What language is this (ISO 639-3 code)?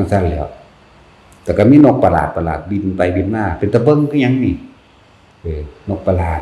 lao